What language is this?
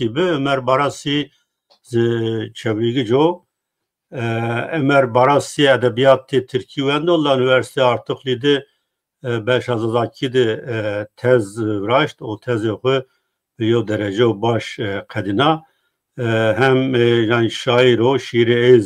Zaza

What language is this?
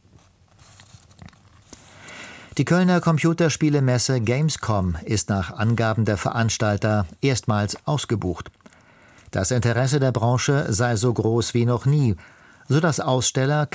German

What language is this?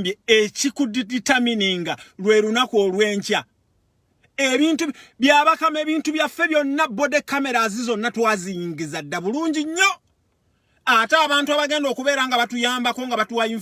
Ganda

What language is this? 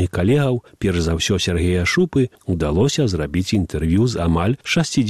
Belarusian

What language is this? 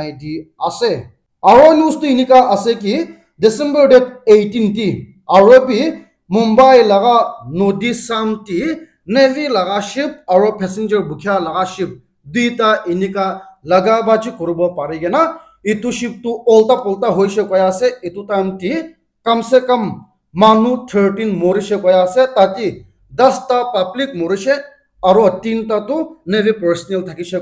Naga Pidgin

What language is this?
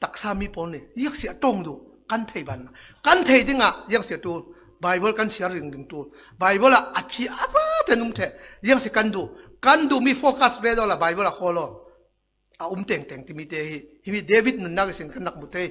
Falam Chin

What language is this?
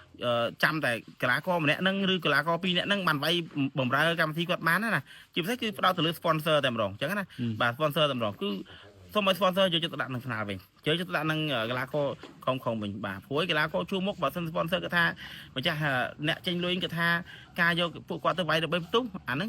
Khmer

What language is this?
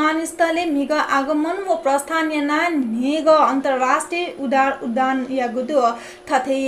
Newari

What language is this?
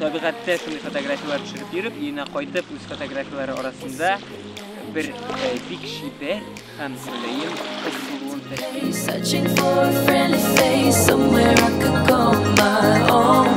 Tatar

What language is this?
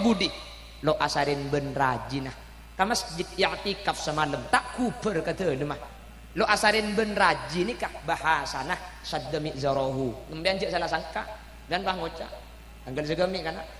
Madurese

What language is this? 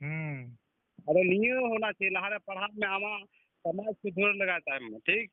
Santali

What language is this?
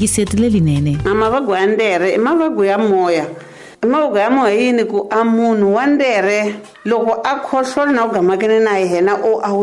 Tsonga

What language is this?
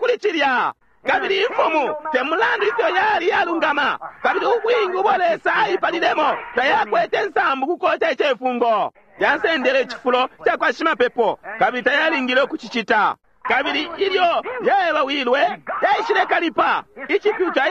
Bemba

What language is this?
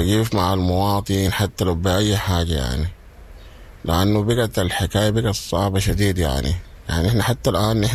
Sudanese Arabic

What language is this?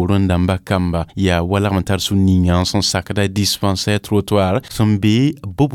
Mossi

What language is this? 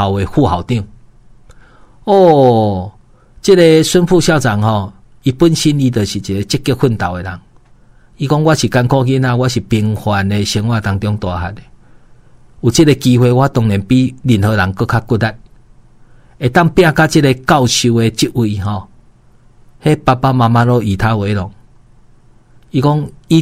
Min Nan Chinese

